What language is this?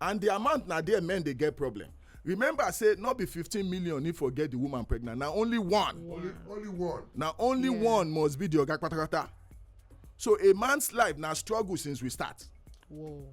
Nigerian Pidgin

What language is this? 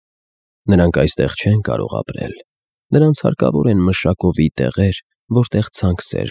Armenian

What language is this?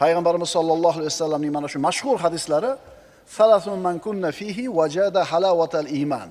Uzbek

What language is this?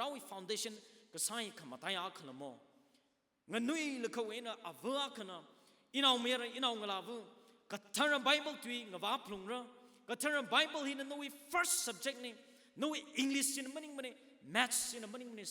Tangkhul Naga (India)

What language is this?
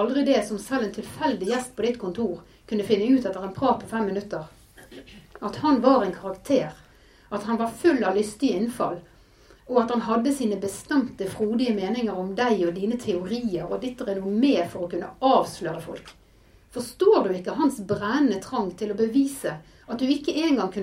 Norwegian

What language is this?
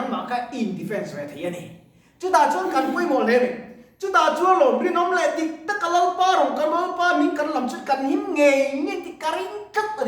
Mizo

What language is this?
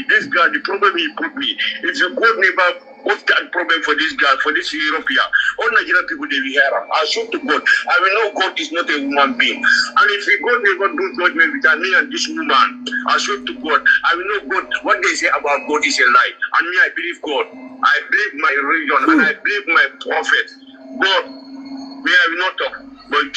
Nigerian Pidgin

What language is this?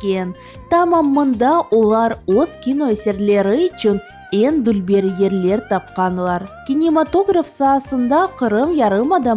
Crimean Tatar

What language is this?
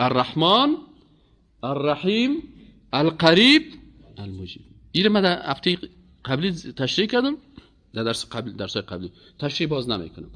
Persian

